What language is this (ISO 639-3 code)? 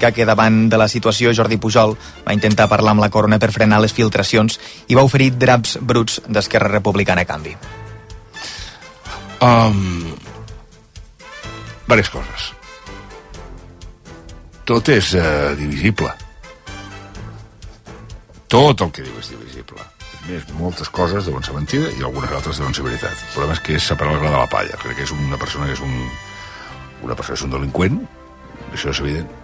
cat